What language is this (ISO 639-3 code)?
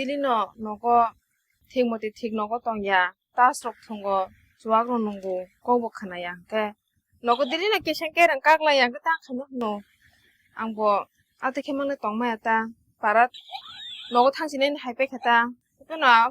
trp